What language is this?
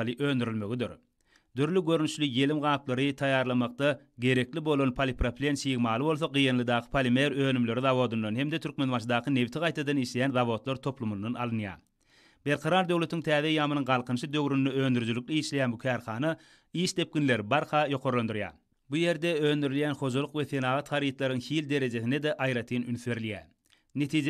Turkmen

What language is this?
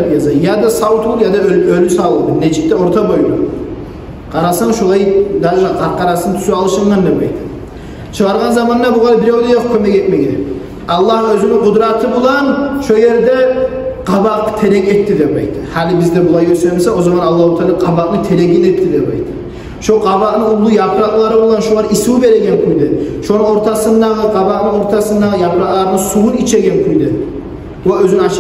Kumyk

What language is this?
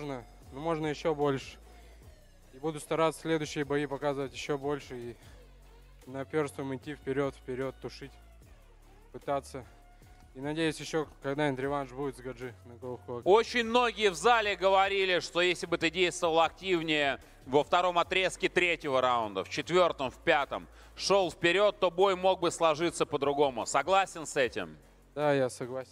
Russian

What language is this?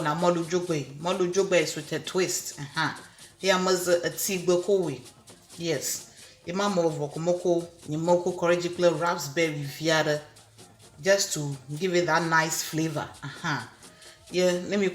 Ewe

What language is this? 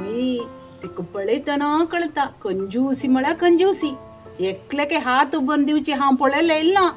Konkani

